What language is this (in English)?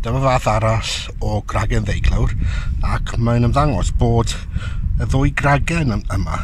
Welsh